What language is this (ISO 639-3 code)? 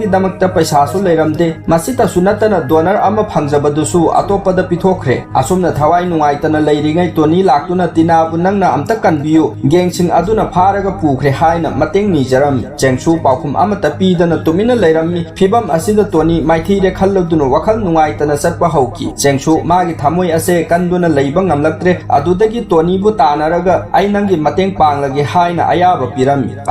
mni